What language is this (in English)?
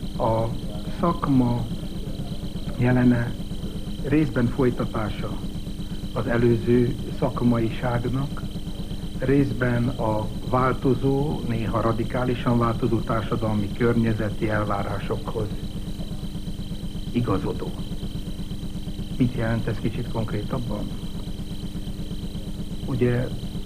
Hungarian